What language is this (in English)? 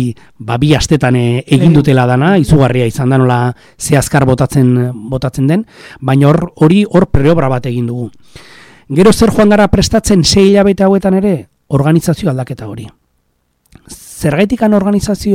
Basque